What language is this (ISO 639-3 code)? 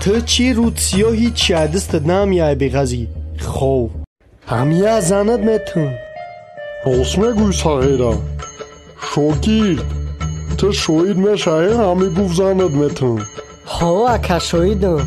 tgk